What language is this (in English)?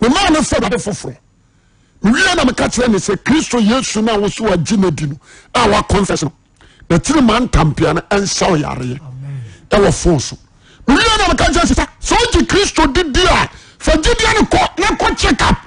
Akan